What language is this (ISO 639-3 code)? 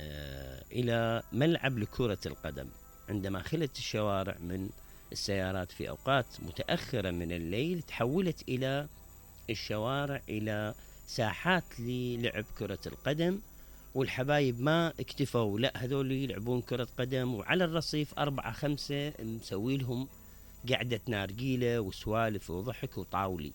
acm